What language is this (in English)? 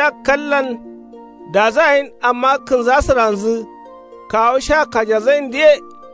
Kanuri